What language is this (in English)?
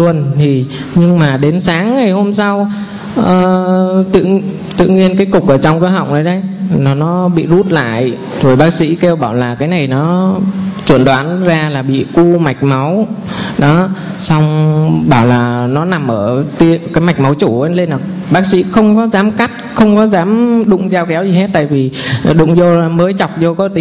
Vietnamese